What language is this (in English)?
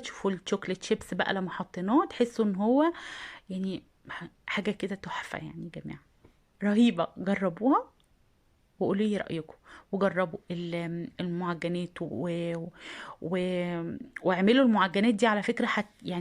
Egyptian Arabic